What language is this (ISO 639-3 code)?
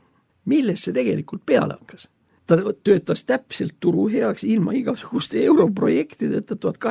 est